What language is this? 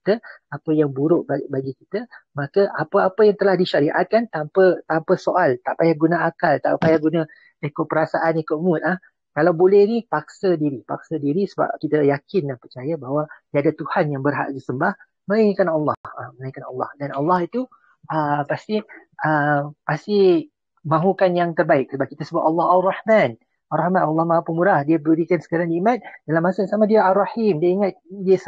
Malay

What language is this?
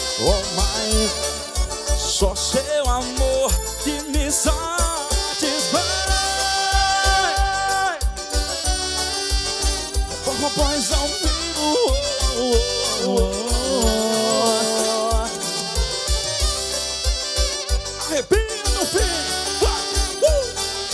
Portuguese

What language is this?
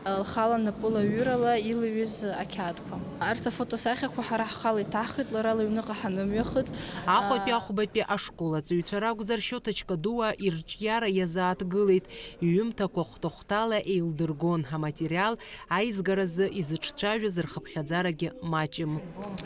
Abkhazian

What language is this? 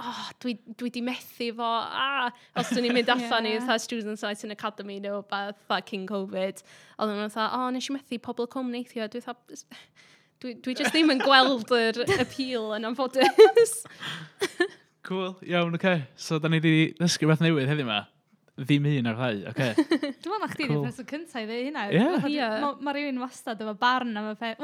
Welsh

